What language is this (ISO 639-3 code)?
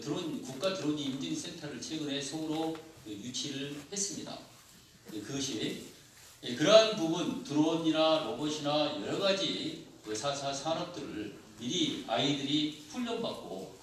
kor